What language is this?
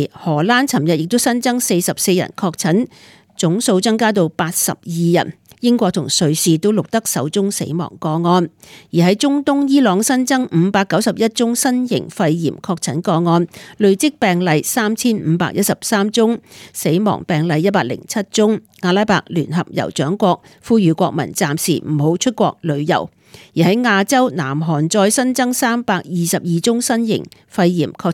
Cantonese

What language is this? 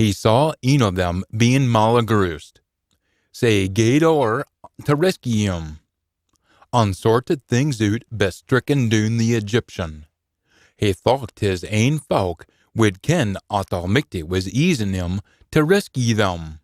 Scots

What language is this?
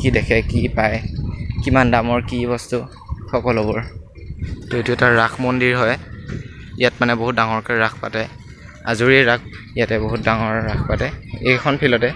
Assamese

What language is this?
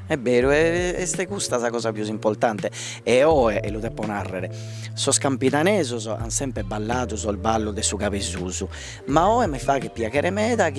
Sardinian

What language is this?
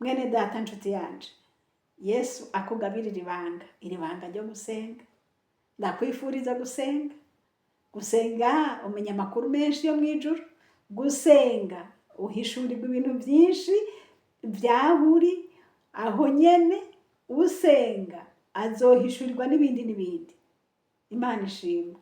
Rundi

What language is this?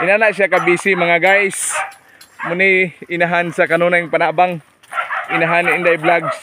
Cebuano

